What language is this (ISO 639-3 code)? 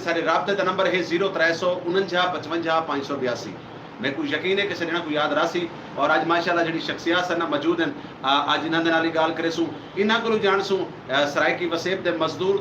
skr